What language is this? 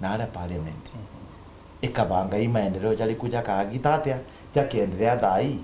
Meru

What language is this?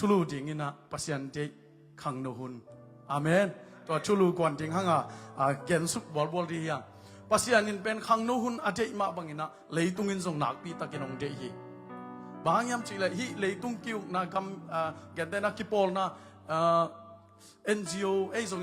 Tedim Chin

